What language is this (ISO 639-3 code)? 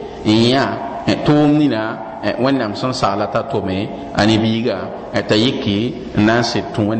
mos